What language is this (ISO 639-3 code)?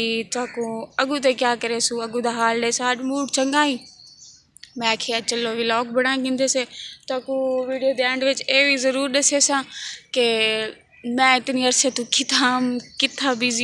skr